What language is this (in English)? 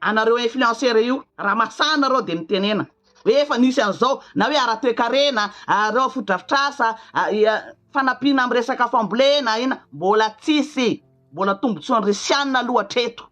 Malagasy